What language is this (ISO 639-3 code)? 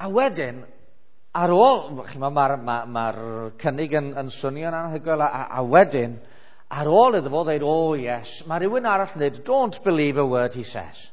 cym